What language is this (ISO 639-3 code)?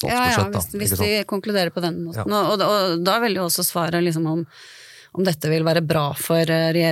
nor